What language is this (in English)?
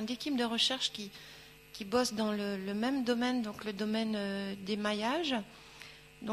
French